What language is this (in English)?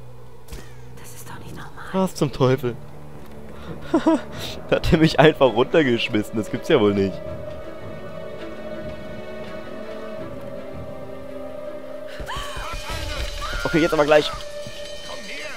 German